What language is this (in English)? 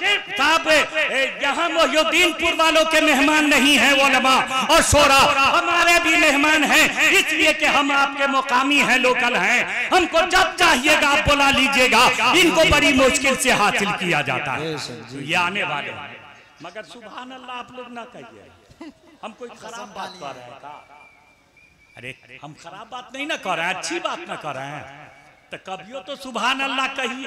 Hindi